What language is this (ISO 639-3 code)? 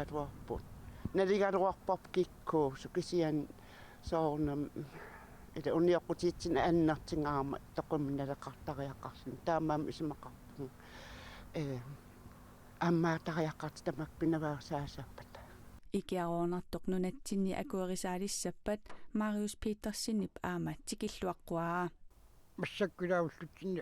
kal